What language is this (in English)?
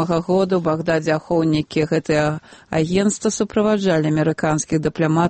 Belarusian